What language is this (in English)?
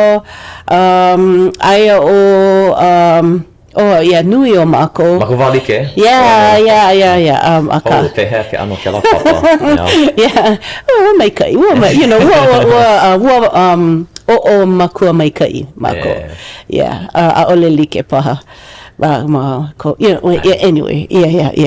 Hawaiian